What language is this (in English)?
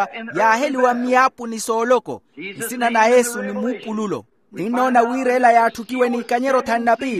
Makhuwa